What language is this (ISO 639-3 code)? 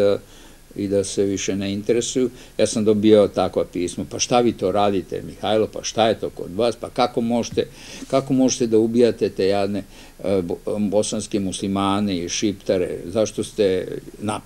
srp